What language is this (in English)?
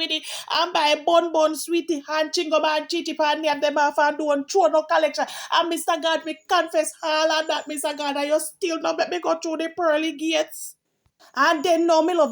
Jamaican Creole English